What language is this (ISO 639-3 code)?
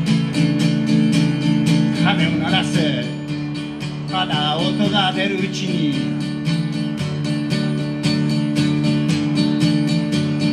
jpn